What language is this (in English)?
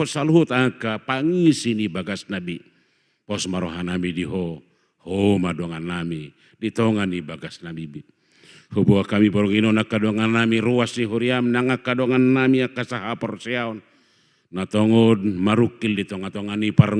Batak Toba